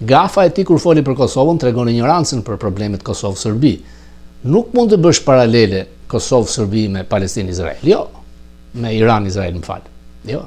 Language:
Albanian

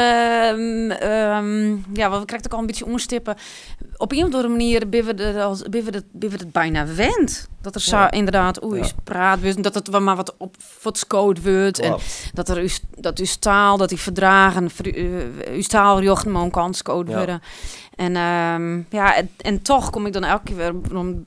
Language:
Western Frisian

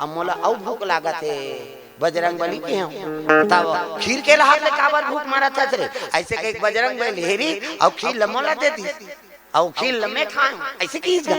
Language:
Chhattisgarhi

